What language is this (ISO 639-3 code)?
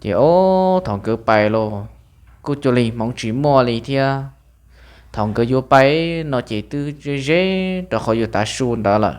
hmn